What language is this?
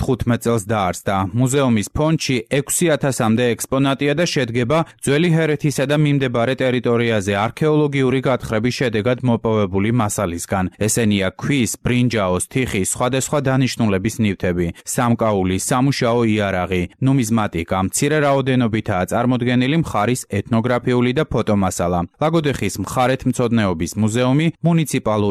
Georgian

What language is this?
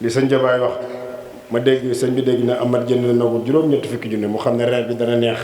Wolof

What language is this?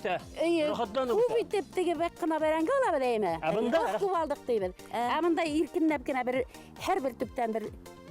Bashkir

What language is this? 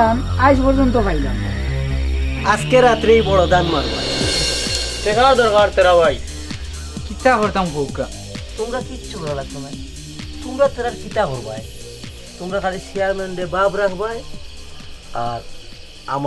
Sylheti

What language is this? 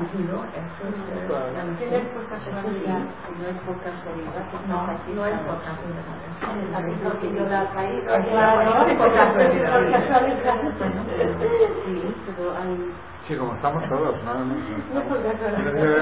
Spanish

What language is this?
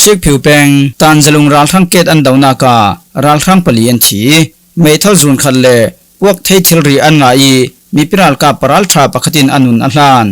Falam Chin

